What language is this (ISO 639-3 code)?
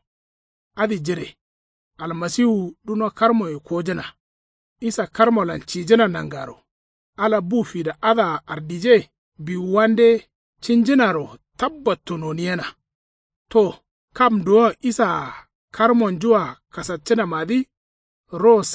kau